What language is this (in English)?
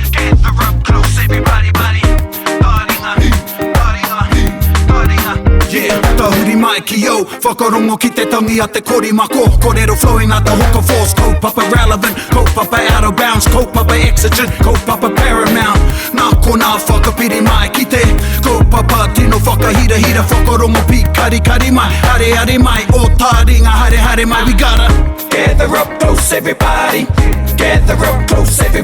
Māori